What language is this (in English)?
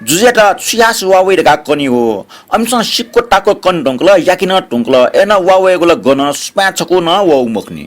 Newari